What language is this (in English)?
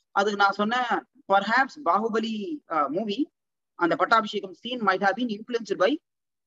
Tamil